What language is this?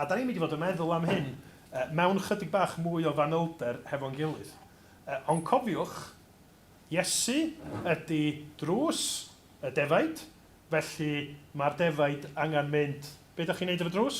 Welsh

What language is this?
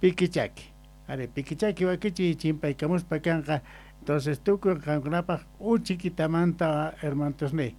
South Bolivian Quechua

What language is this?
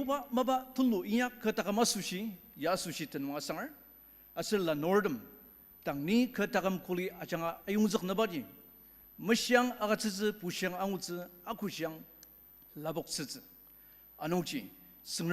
Ao Naga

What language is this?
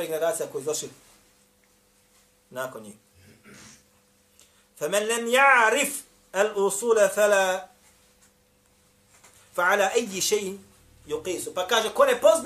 Bosnian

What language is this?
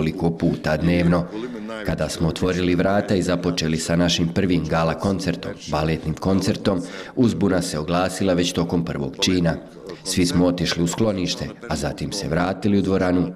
Bosnian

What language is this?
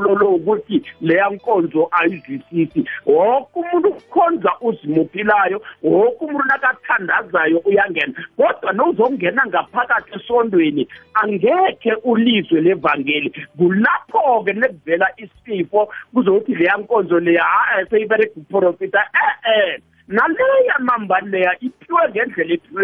South Ndebele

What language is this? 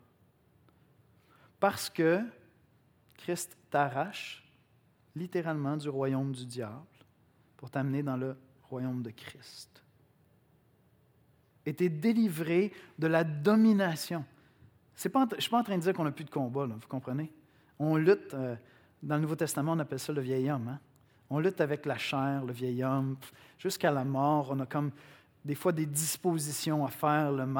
French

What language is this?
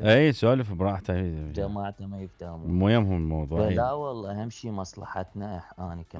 Mesopotamian Arabic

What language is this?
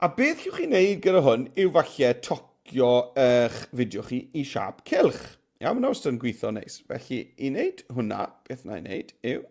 Welsh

